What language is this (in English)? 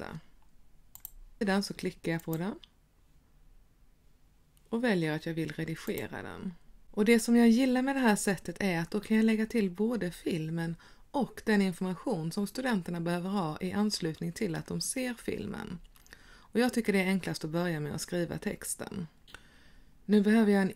Swedish